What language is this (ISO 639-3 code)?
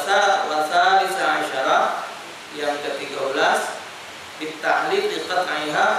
mui